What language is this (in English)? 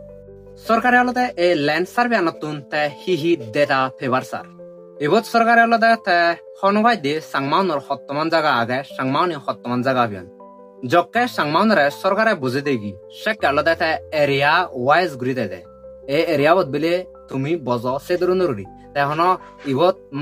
Chakma